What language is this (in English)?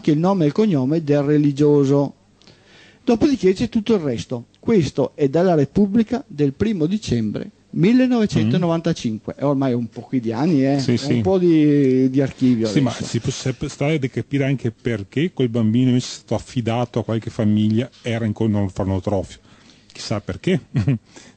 Italian